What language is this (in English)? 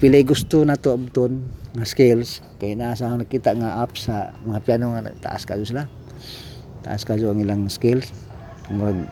Cebuano